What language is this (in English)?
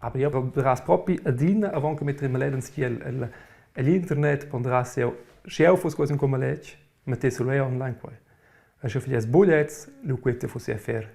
Romansh